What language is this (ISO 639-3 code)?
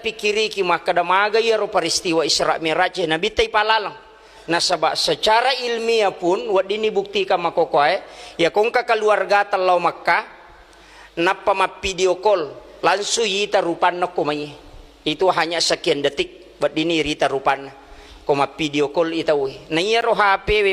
bug